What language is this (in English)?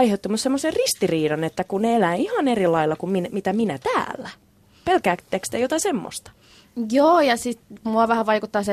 Finnish